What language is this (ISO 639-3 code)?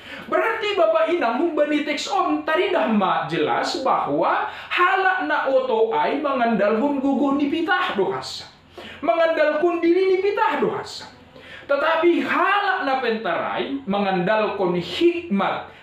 bts